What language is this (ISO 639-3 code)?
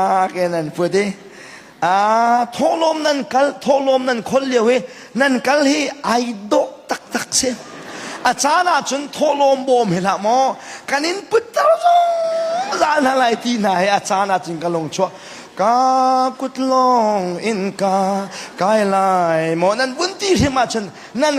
cnh